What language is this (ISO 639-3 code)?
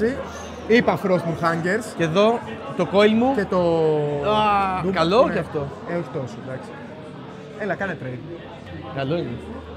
ell